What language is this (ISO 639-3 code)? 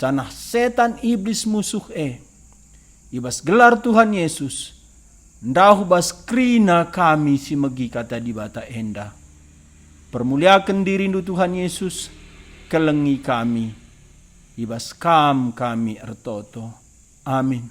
btx